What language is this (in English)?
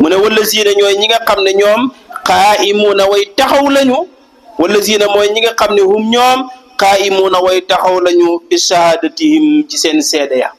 Wolof